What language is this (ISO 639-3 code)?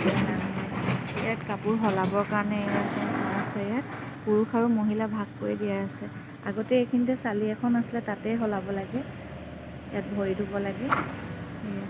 asm